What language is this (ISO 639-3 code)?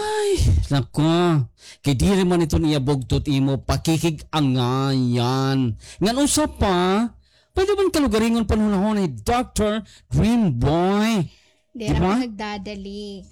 war